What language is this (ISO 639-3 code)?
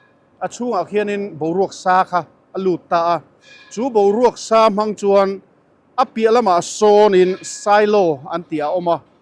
lus